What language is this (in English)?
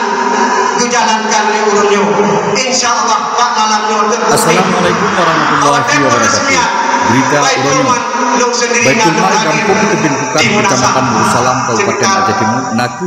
Achinese